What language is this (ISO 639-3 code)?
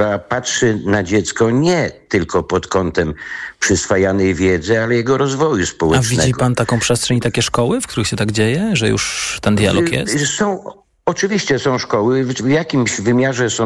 pol